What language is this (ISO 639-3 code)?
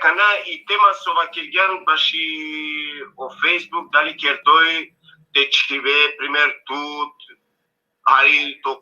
rmn